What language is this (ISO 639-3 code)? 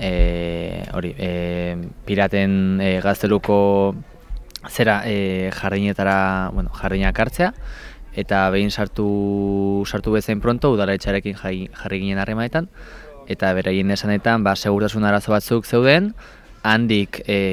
eus